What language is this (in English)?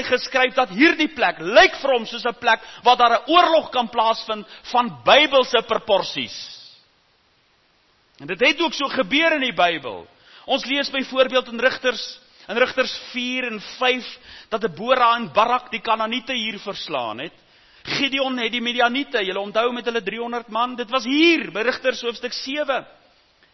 Afrikaans